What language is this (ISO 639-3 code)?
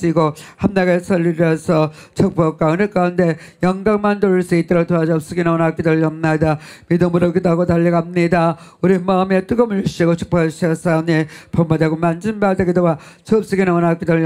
kor